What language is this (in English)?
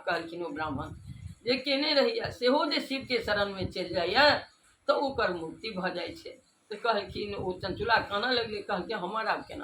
Maithili